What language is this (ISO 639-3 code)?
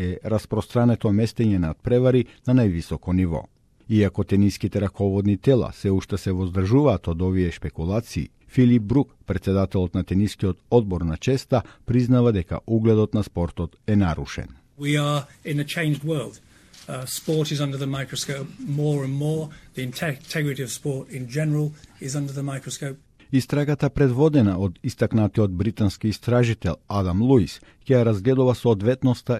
mkd